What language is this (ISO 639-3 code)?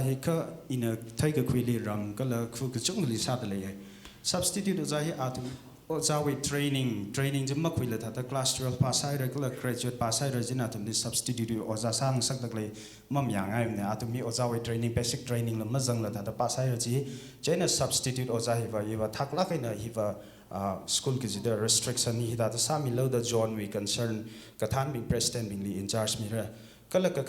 nmf